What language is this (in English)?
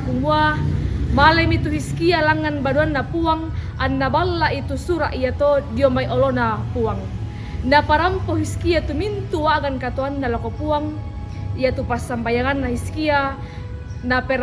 Toraja-Sa'dan